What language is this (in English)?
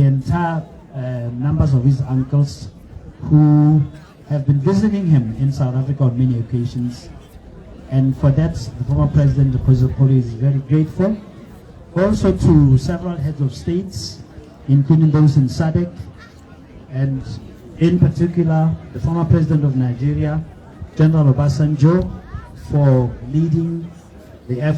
Tswana